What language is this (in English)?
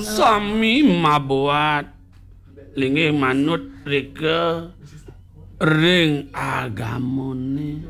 Balinese